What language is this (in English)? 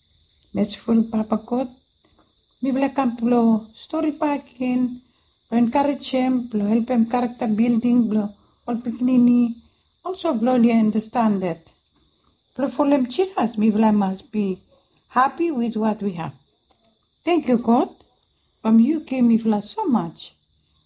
Bislama